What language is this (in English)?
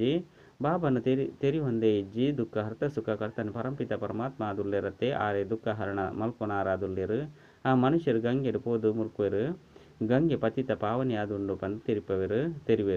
Tulu